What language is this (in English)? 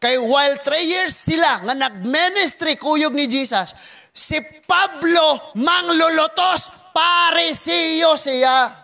Cebuano